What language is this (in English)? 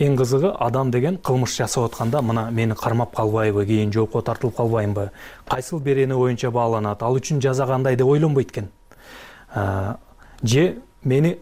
Kyrgyz